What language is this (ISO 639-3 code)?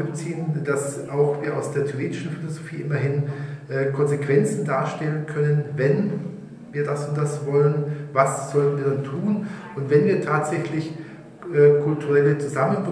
deu